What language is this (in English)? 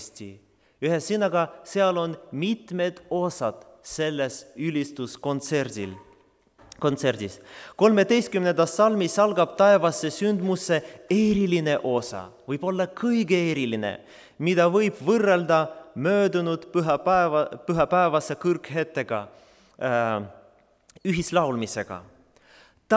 Estonian